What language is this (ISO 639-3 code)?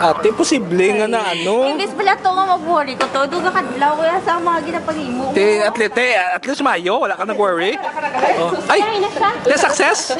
hil